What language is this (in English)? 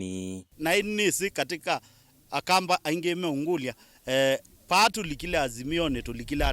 Kamba